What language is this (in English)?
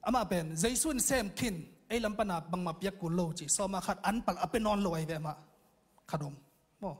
Tedim Chin